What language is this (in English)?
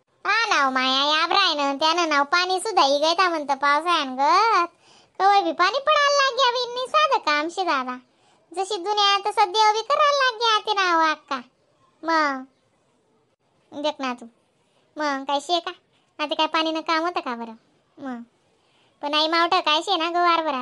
Khandesi